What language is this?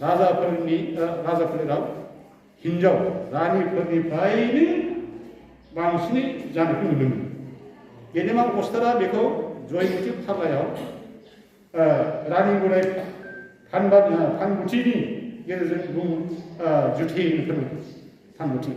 Bodo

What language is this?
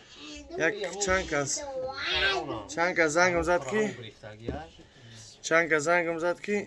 Tajik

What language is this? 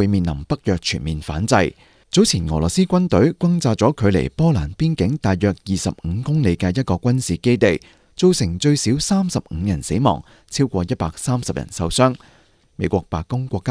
Cantonese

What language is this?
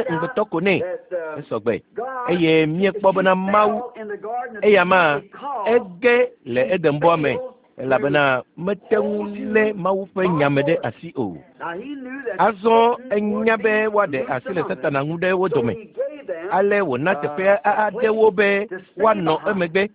Ewe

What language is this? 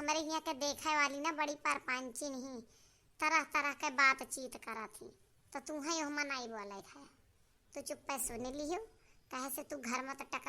Awadhi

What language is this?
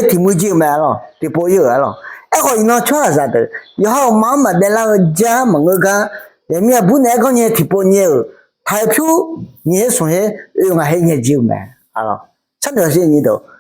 Akha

